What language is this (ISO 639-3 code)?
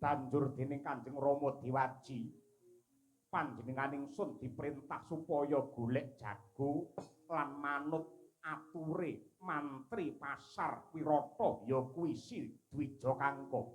jav